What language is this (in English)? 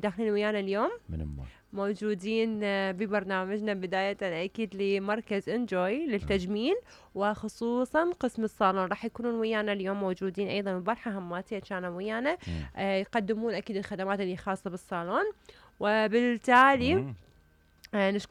Mesopotamian Arabic